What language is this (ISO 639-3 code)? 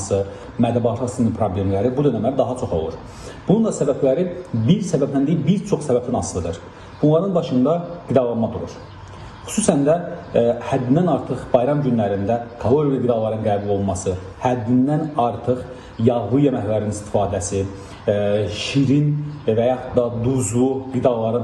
aze